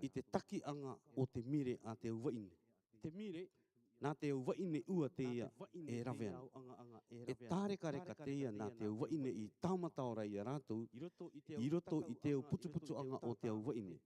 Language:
Rarotongan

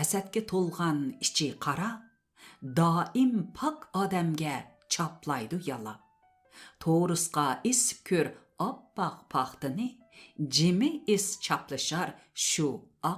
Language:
Uyghur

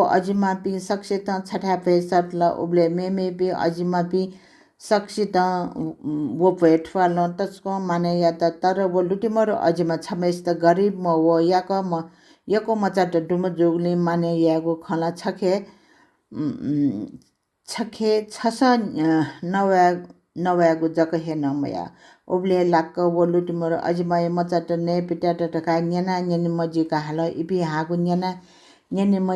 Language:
Newari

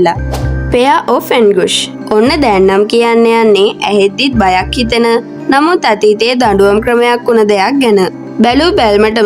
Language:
Sinhala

